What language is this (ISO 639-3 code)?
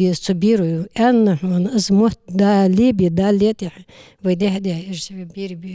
inh